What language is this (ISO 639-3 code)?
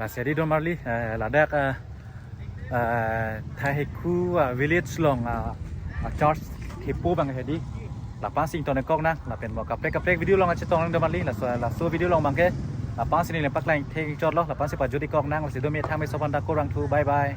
mjw